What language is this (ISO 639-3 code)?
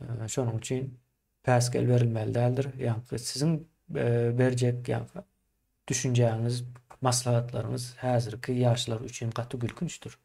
tuk